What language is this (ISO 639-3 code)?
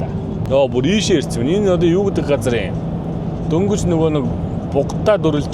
mon